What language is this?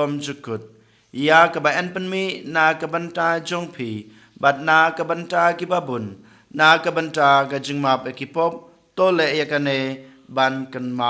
Khasi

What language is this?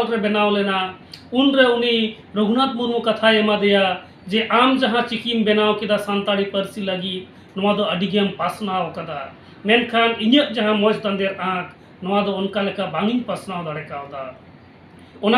Santali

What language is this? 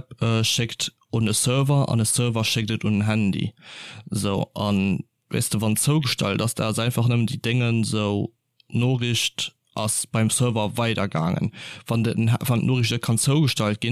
Luxembourgish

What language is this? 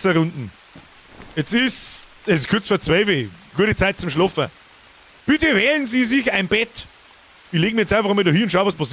Bavarian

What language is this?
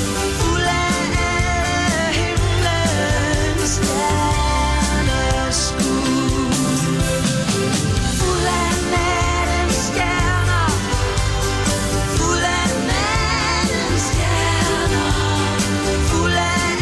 Danish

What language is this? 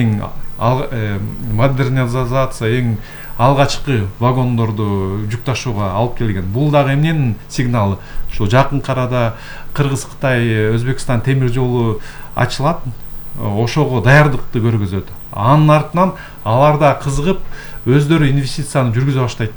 Kyrgyz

